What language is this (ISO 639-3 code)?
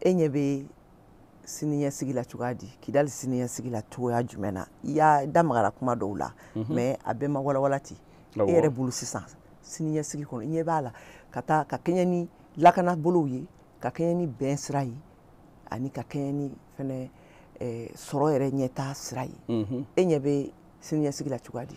bam